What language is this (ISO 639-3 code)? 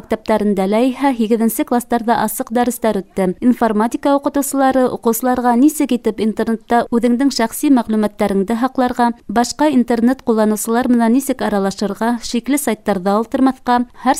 bak